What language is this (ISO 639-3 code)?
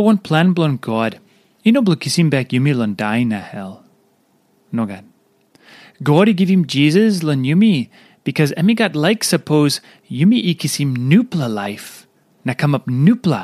tpi